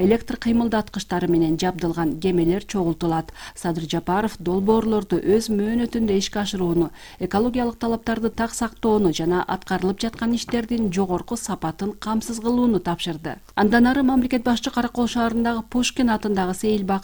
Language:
Kyrgyz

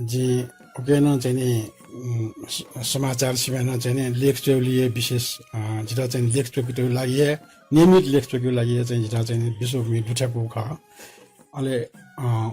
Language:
Newari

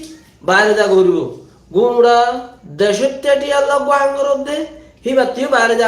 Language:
Rohingya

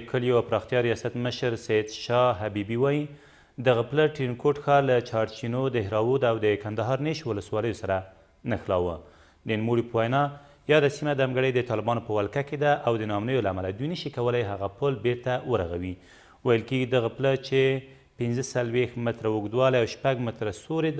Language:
Pashto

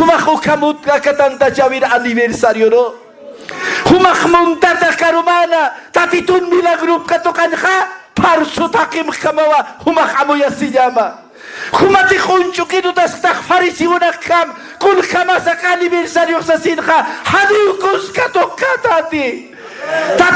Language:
Aymara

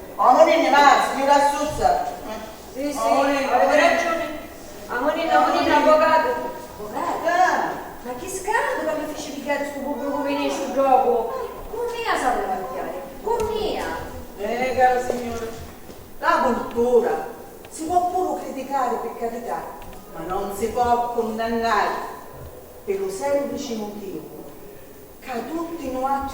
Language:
Sicilian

